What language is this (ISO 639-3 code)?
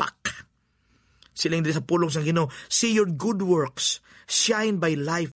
hil